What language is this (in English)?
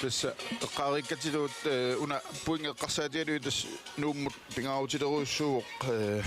Kalaallisut